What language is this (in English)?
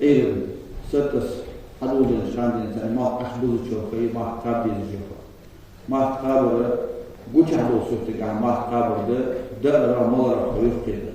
Ingush